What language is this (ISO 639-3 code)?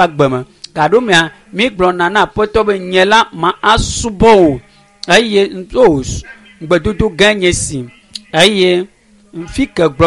ewe